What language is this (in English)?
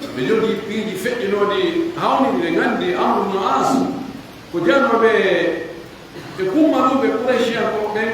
Pular